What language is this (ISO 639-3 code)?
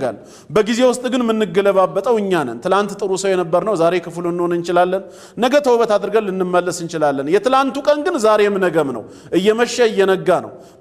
amh